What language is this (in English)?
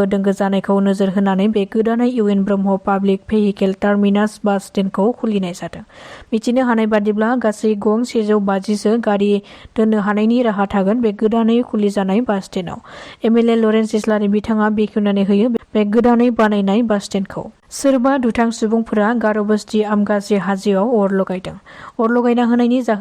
Bodo